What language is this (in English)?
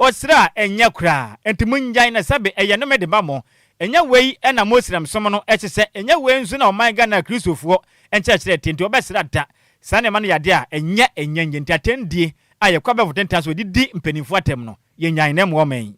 Akan